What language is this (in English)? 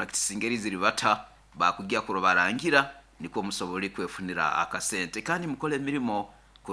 Nyoro